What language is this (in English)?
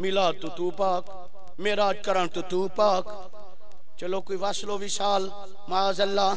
Saraiki